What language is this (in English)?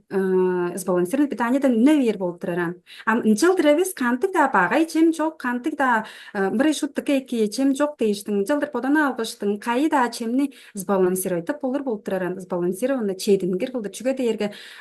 Tuvinian